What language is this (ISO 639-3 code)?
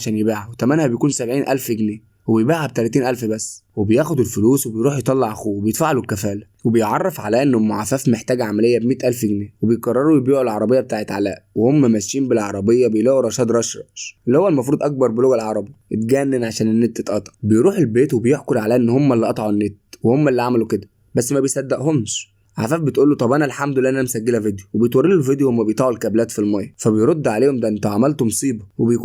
arz